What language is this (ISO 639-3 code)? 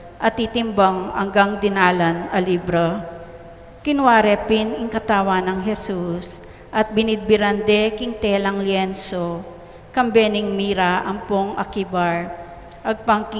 pam